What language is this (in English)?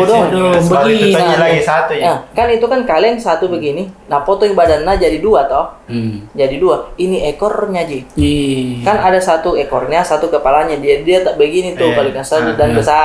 Makassar Malay